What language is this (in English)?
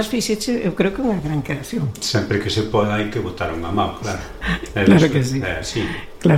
Galician